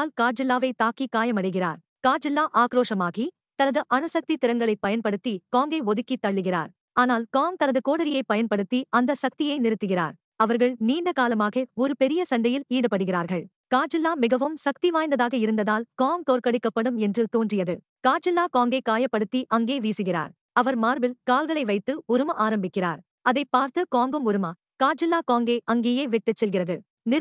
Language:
Tamil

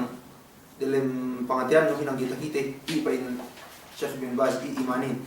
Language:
Yakan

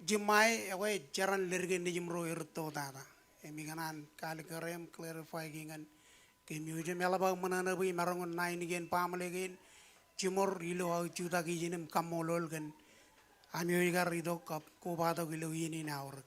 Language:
Marshallese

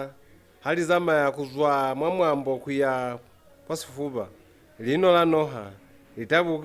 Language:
Lozi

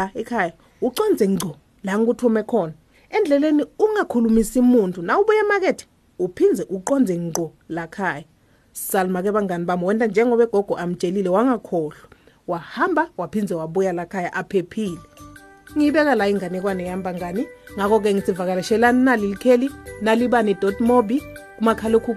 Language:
Swati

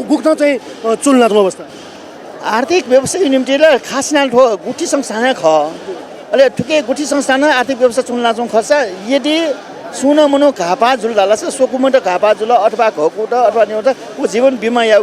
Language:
Newari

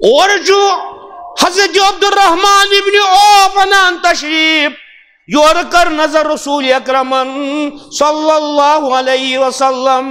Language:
Kashmiri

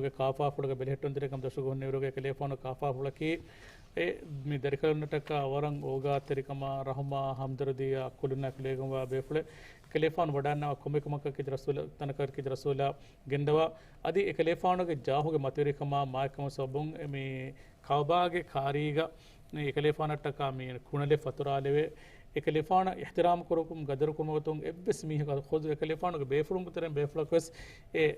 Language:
Divehi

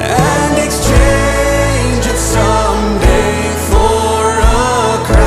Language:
Plautdietsch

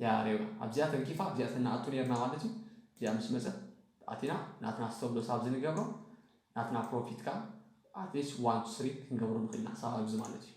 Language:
Tigrinya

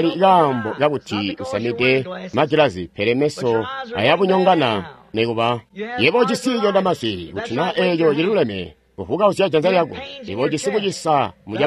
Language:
Tonga (Zambia)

